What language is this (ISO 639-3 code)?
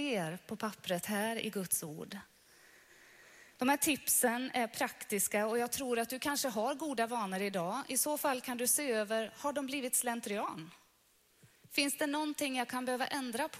swe